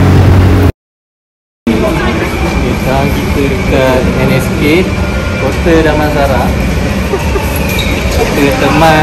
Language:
Malay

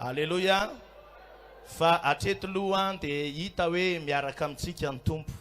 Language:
Malagasy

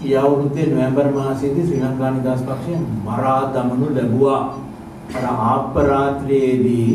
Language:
Sinhala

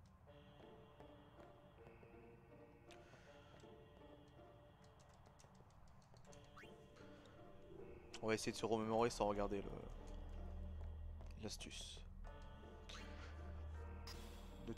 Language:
French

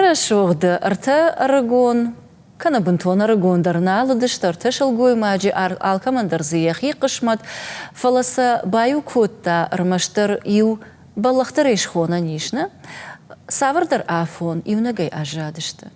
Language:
Ossetic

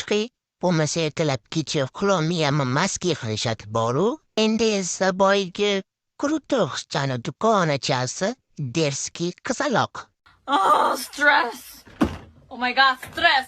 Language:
Uzbek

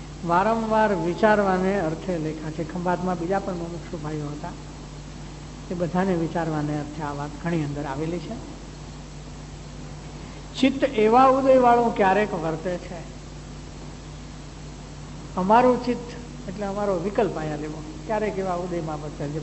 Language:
Gujarati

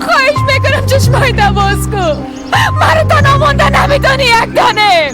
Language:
Persian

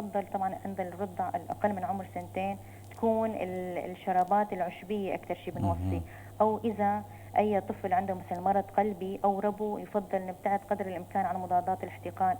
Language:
North Levantine Arabic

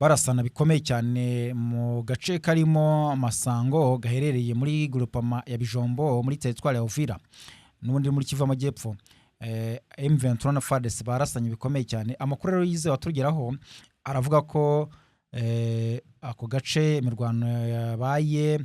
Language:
Kinyarwanda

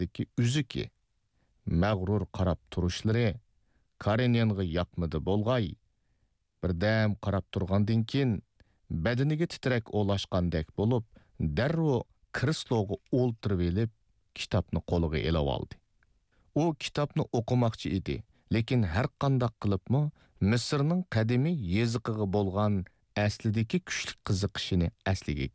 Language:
Uyghur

